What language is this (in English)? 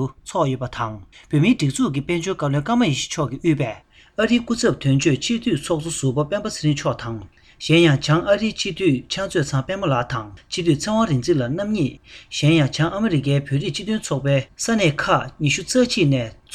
Tibetan